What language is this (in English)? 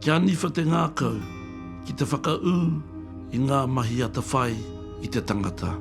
Māori